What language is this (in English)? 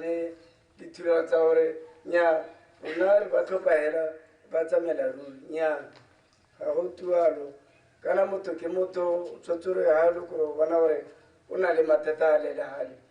Tswana